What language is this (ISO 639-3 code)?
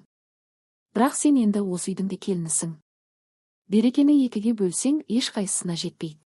kaz